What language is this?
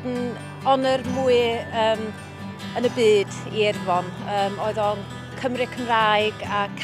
Welsh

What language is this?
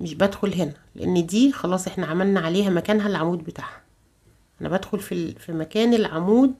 Egyptian Arabic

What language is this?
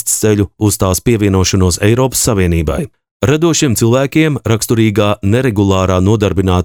Latvian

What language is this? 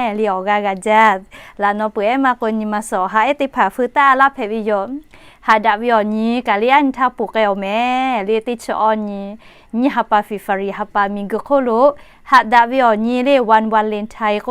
Lahu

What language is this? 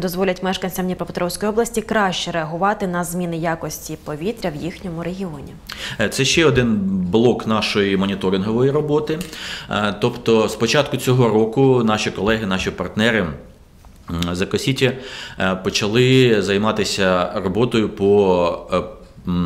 Ukrainian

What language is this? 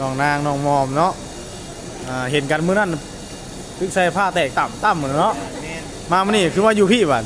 Northeastern Thai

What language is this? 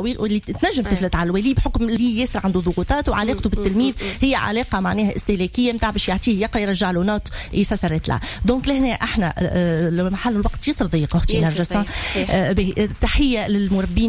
Tunisian Arabic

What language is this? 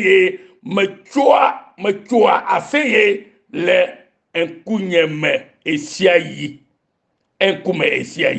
Ewe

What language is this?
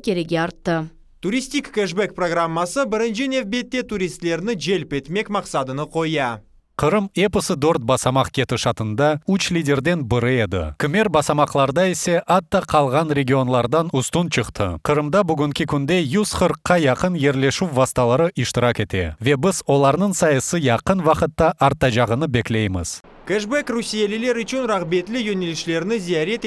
Crimean Tatar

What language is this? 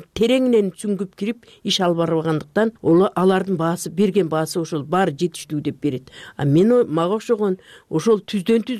Kyrgyz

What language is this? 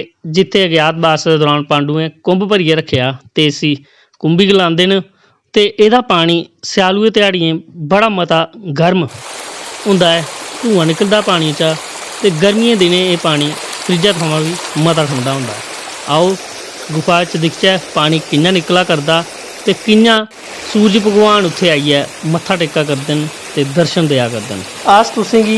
Dogri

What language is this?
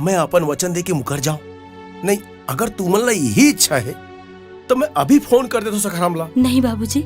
Chhattisgarhi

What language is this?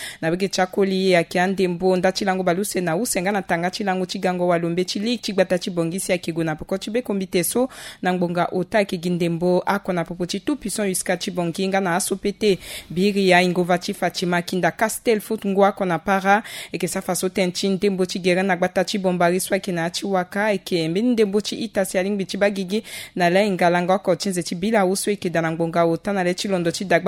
Sango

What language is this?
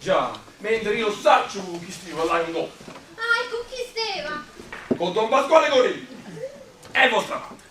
Neapolitan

